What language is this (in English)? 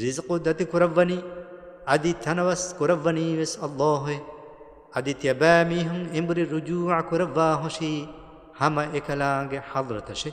Divehi